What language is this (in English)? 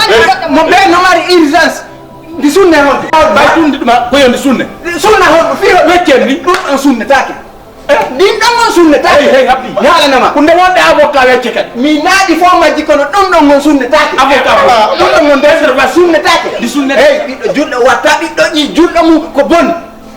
Fula